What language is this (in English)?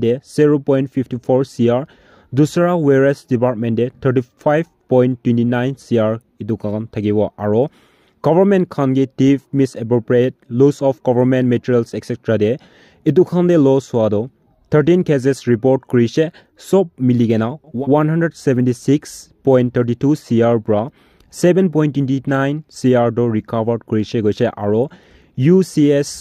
Naga Pidgin